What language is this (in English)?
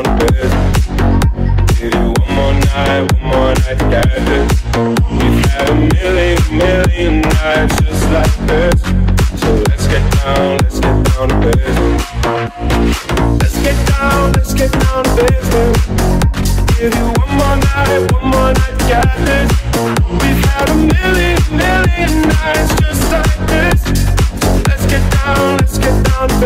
English